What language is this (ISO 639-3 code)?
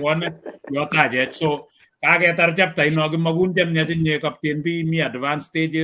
kln